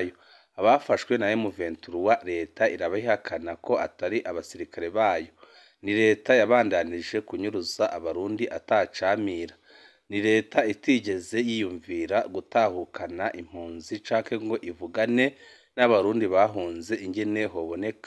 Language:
Rundi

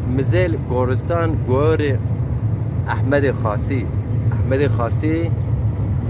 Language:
Zaza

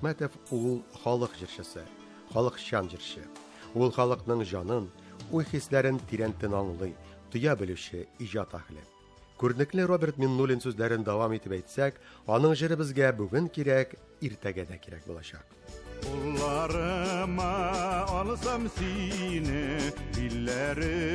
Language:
Tatar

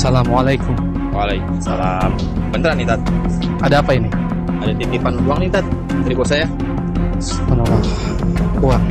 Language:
Betawi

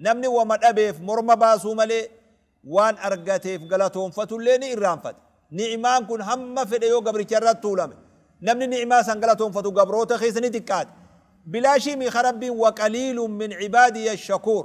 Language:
Oromo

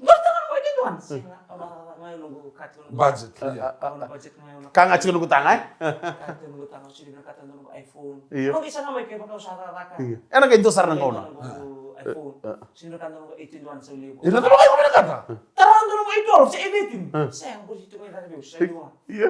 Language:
Fijian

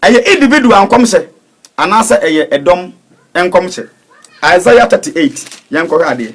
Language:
Akan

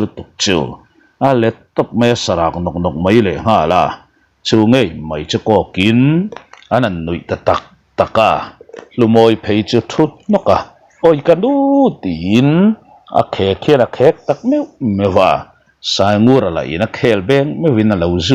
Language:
Mizo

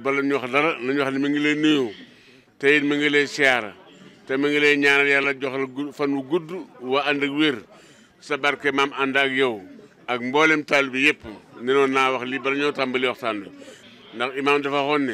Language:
Wolof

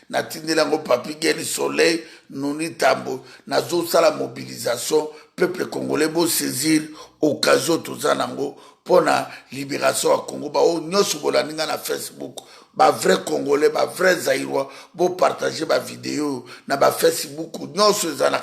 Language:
Lingala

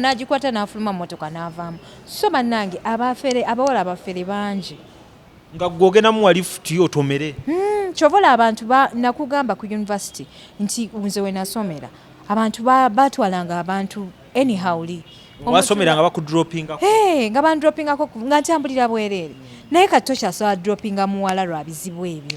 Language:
Ganda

